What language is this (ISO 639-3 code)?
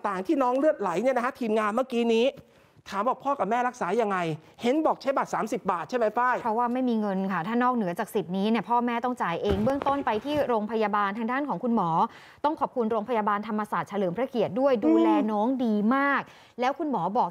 tha